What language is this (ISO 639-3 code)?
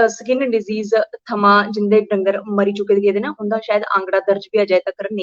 doi